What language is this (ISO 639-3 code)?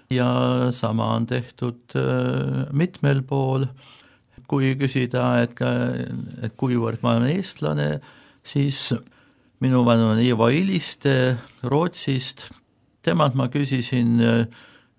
est